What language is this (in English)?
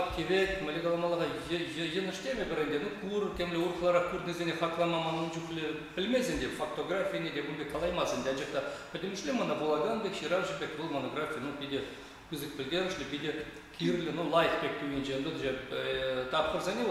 Chuvash